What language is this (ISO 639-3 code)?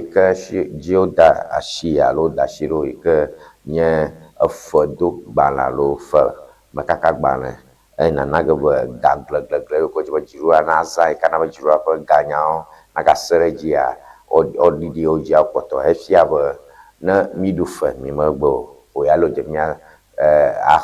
ewe